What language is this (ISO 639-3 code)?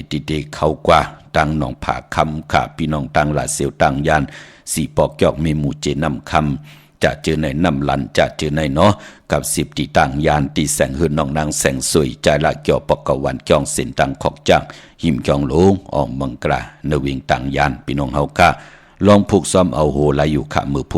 shn